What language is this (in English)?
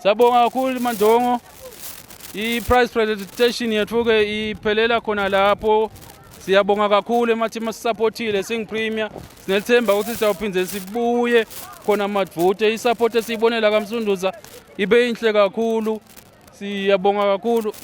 Swati